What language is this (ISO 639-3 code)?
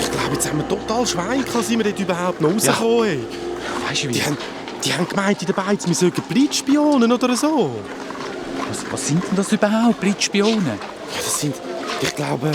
gsw